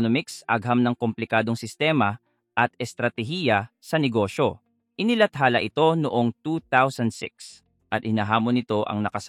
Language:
Filipino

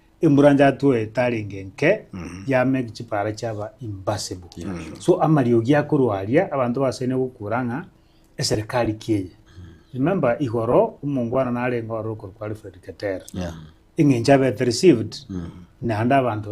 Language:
Gusii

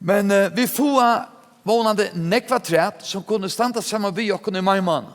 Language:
Faroese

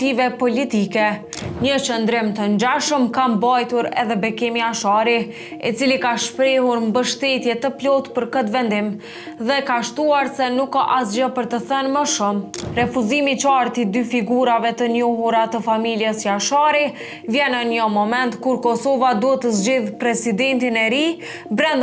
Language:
Albanian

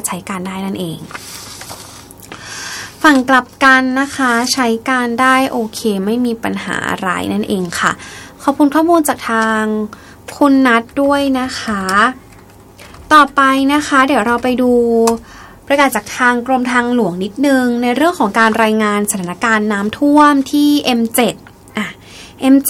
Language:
Thai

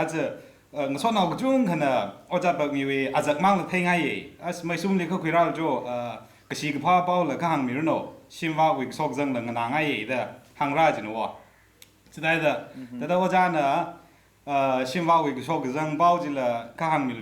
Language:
Tangkhul Naga (India)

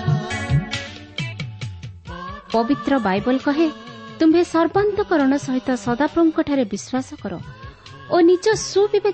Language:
Odia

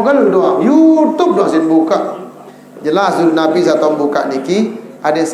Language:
Sasak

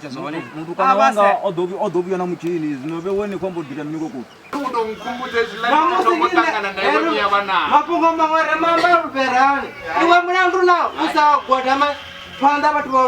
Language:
Venda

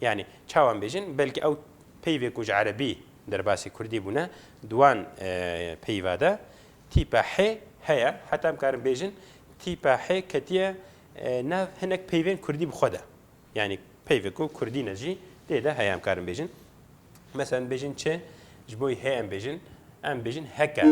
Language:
Kurdish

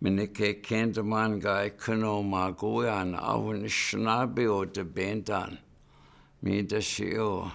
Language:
Chippewa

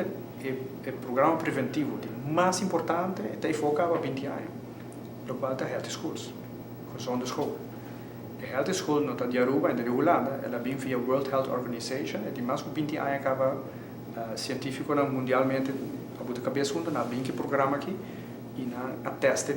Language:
Papiamento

